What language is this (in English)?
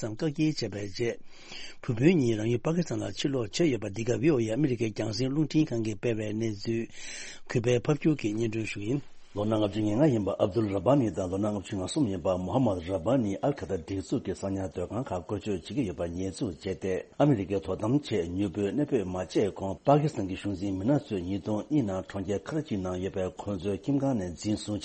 Tibetan